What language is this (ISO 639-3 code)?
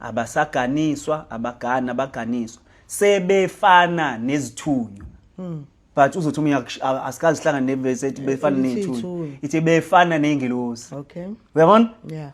zul